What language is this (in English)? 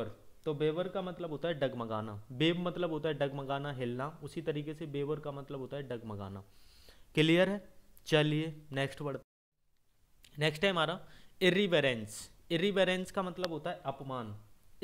Hindi